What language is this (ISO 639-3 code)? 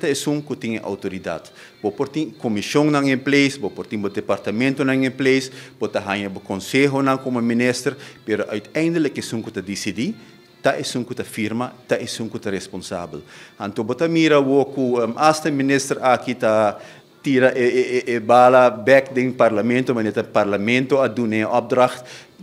pap